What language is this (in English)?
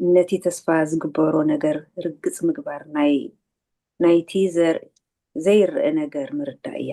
Tigrinya